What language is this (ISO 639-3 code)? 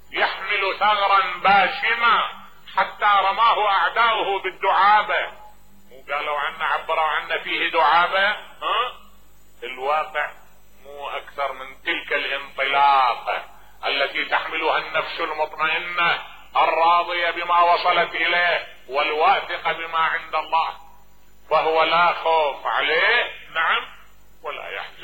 acm